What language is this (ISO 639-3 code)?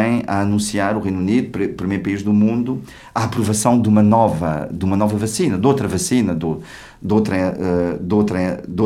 por